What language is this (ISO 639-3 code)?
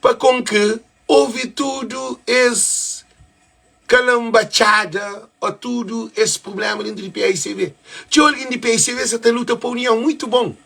kea